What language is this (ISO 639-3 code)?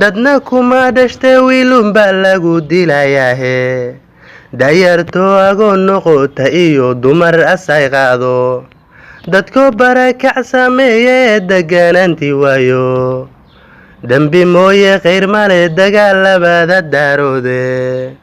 som